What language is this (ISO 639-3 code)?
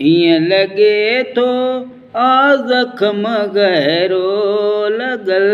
snd